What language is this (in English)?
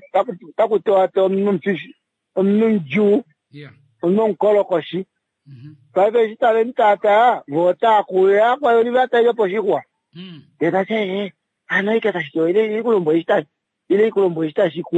Kuanyama